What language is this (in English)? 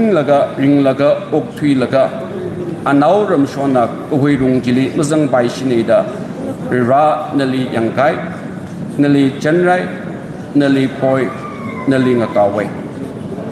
Tangkhul Naga (India)